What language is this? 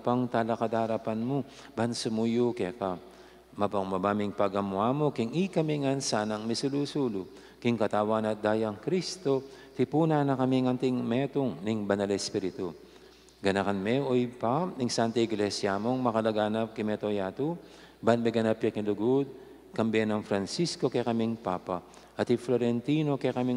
Pampanga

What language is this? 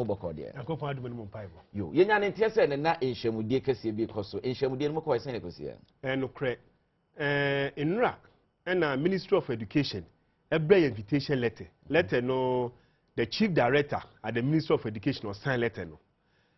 Akan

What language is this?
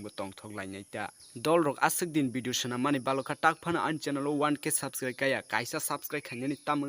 Kok Borok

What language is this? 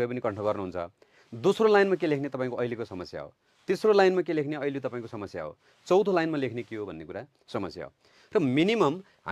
Nepali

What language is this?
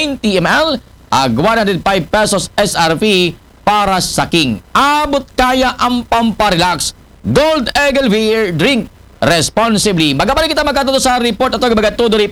Aklanon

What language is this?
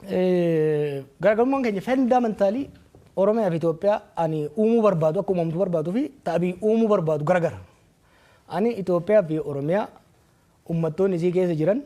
Oromo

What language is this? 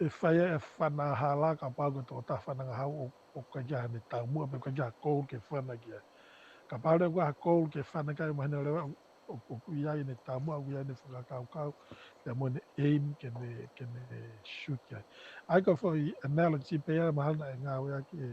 Tongan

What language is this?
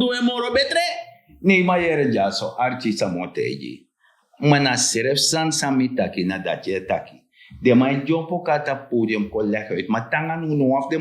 Sranan Tongo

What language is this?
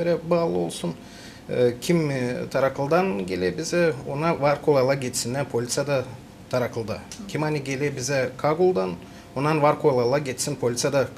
Gagauz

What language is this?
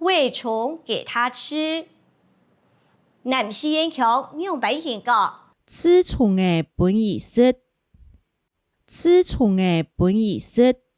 Hakka Chinese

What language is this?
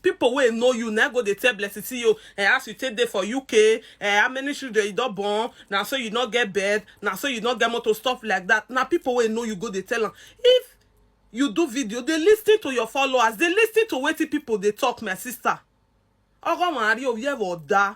Nigerian Pidgin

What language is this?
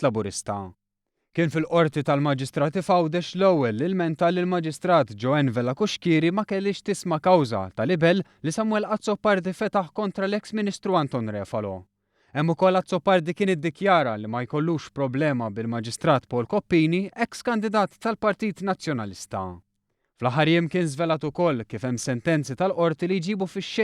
Maltese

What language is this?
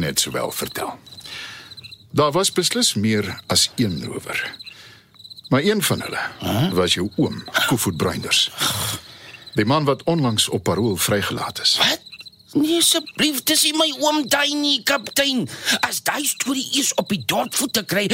Afrikaans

